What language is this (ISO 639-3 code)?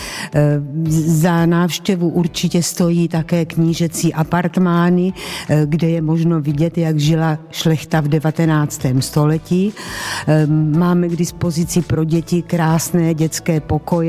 ces